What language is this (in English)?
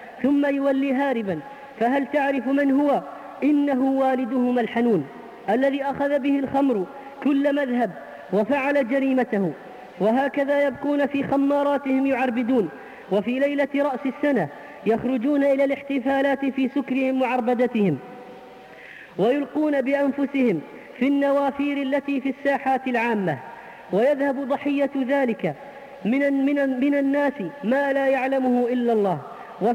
Arabic